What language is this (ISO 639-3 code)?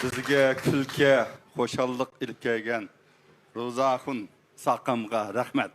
uig